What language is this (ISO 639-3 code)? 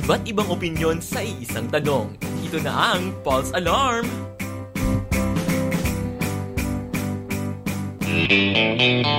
fil